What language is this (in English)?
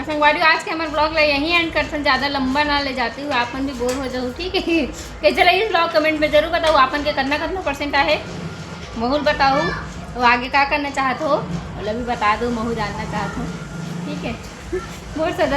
Chhattisgarhi